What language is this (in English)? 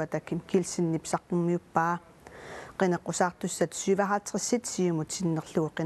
Kalaallisut